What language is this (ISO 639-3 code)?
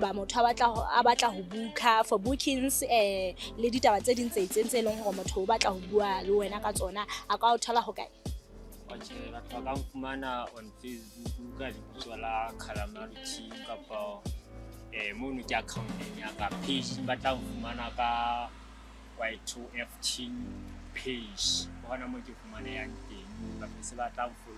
sot